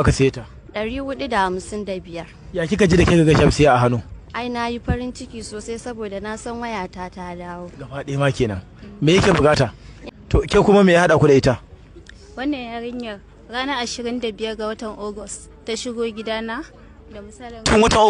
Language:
Hausa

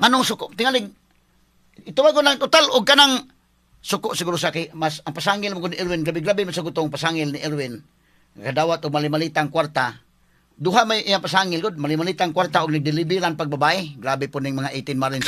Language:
Cebuano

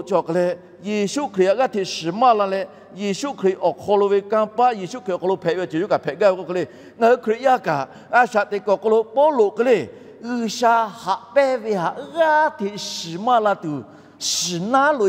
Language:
Lahu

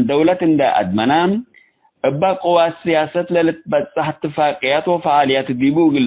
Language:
Tigre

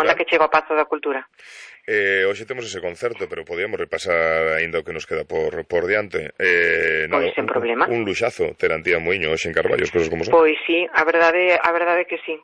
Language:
Galician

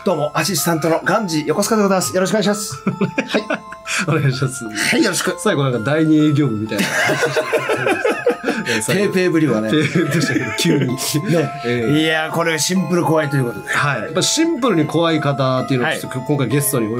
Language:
Japanese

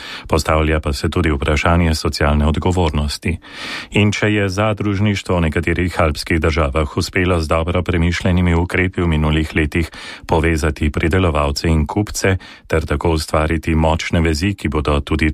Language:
Slovenian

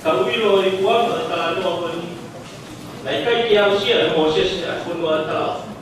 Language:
Tongan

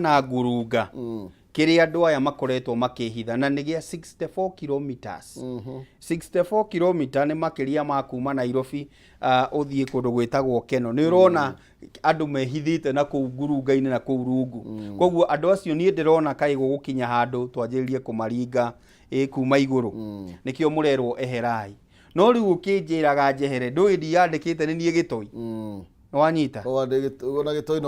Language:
Kikuyu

